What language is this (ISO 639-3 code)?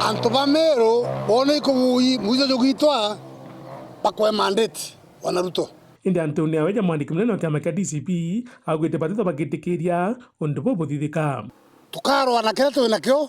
mer